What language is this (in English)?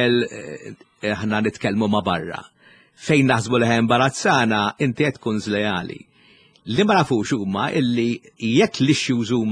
Maltese